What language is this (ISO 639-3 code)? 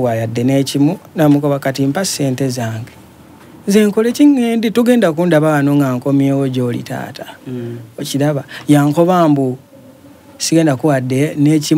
xog